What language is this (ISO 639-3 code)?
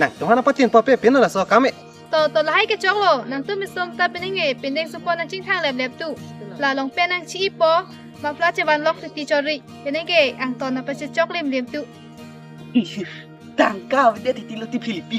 mjw